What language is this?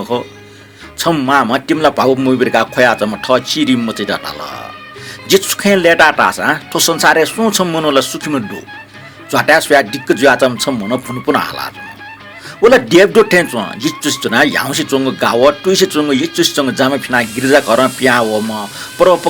Newari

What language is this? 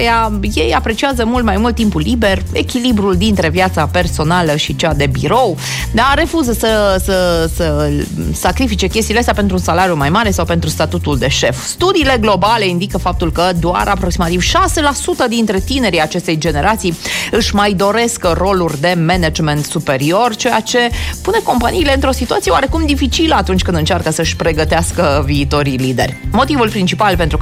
Romanian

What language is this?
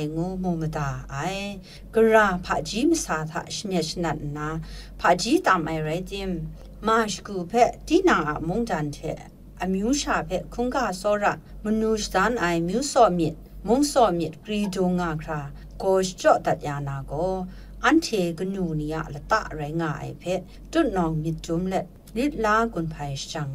Kachin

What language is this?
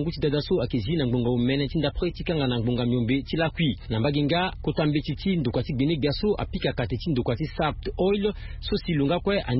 Sango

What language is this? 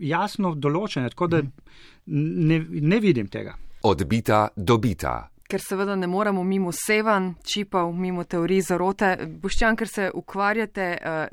Slovenian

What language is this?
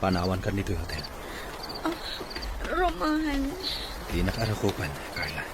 Iloko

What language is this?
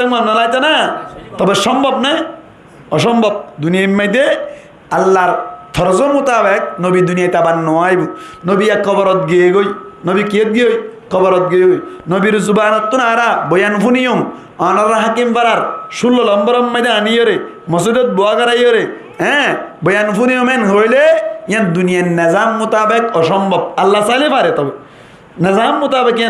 Rohingya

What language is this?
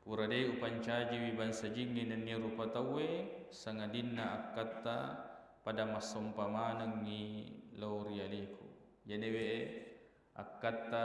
Buginese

